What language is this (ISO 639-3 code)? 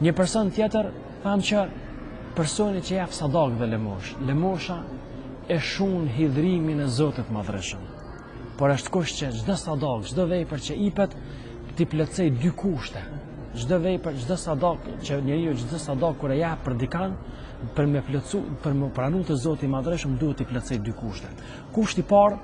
sqi